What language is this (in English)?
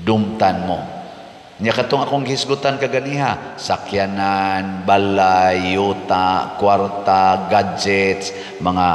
Cebuano